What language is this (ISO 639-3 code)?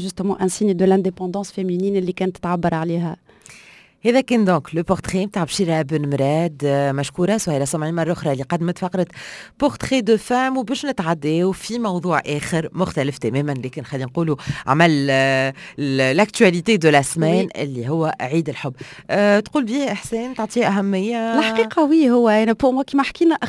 aeb